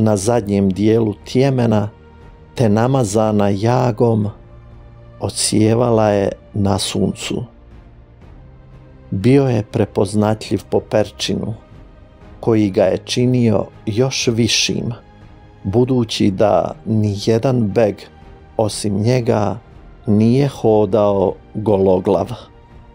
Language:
Croatian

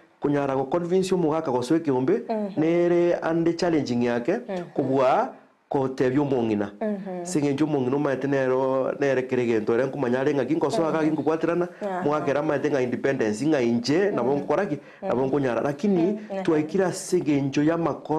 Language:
Gusii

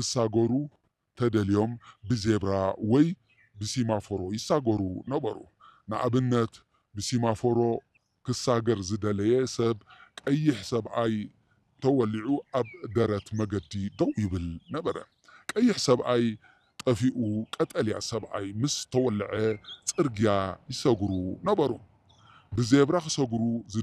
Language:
Tigrinya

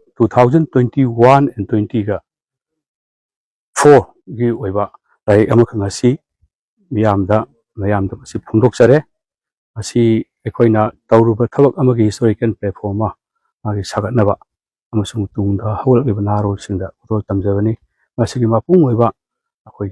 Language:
Manipuri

